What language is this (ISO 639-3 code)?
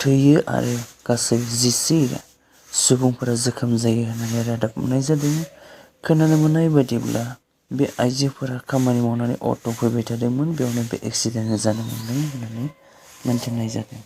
brx